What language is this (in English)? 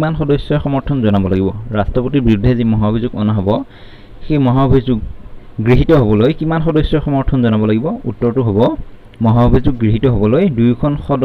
Assamese